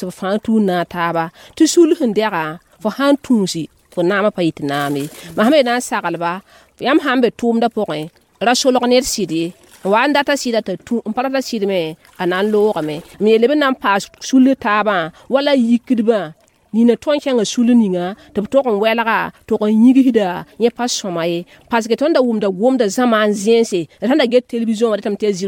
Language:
Mossi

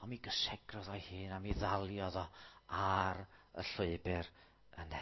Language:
Welsh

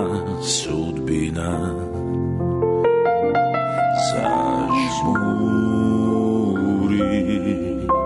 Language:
Serbian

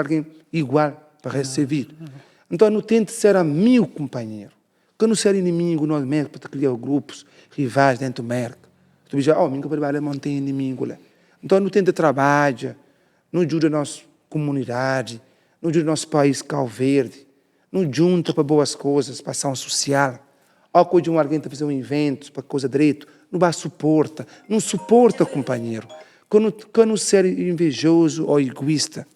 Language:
Kabuverdianu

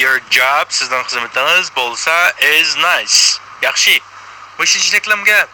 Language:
Uyghur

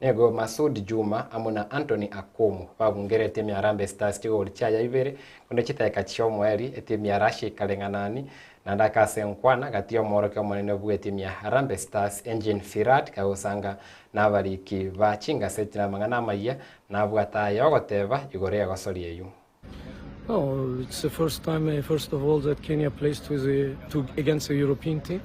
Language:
Gusii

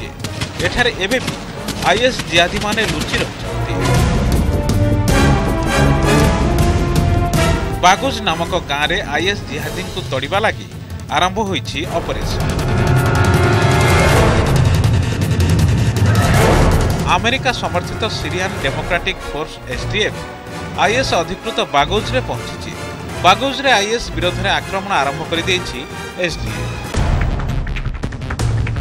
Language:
Odia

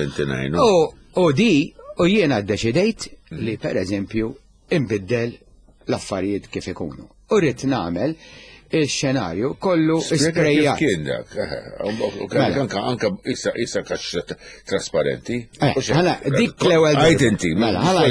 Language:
Maltese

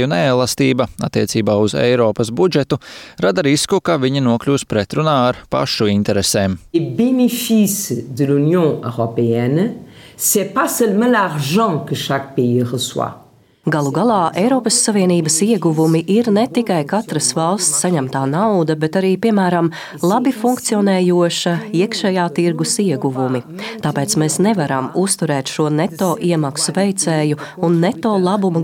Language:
Latvian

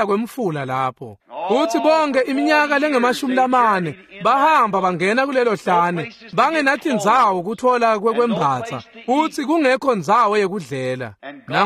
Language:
Swati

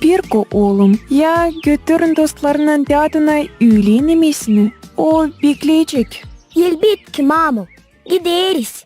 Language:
Gagauz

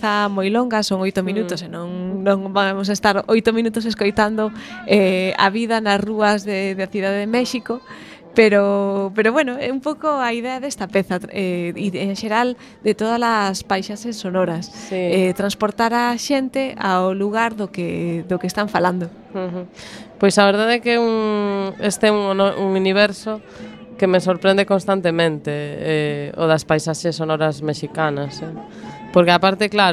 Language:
Galician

